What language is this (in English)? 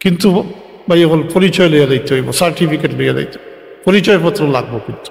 Sylheti